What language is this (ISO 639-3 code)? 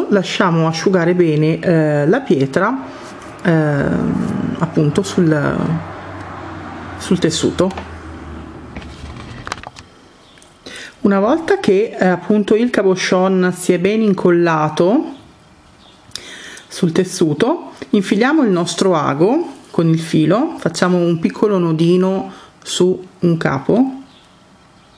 ita